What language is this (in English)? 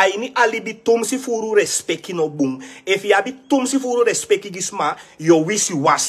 Sranan Tongo